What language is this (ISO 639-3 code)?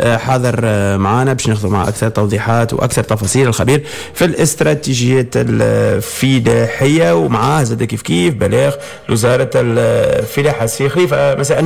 aeb